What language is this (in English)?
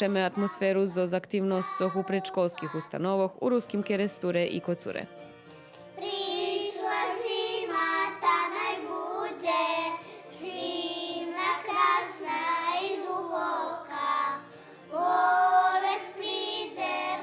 Rusyn